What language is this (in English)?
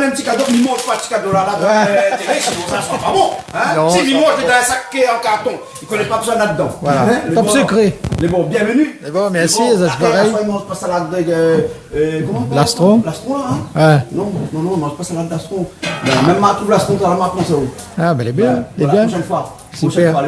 Réunion Creole French